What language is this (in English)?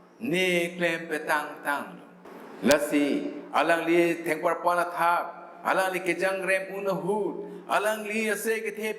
Karbi